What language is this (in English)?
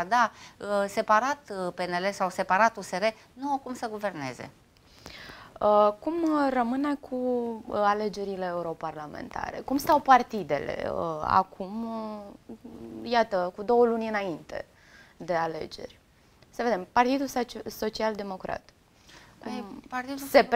Romanian